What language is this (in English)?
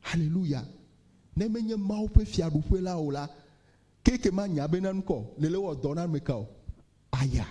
Ewe